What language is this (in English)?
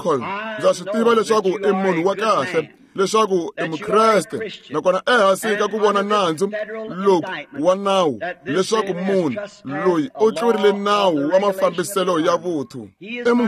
Tsonga